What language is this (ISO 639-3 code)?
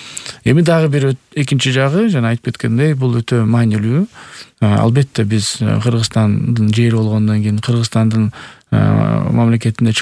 kir